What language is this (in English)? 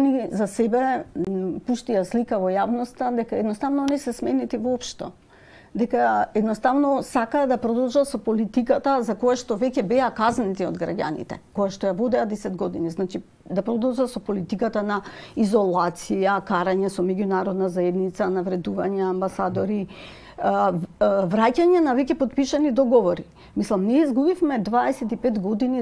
Macedonian